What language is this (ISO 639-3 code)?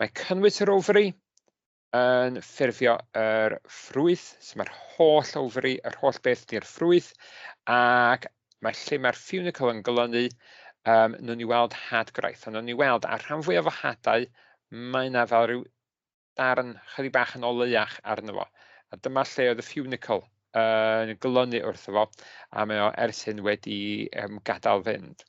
cym